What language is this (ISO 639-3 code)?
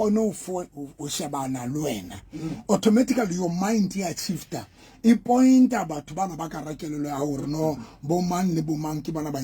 sot